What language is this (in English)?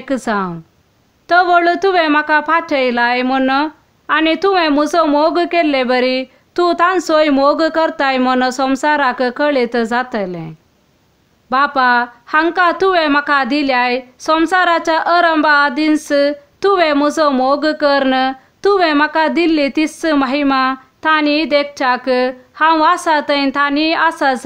Konkani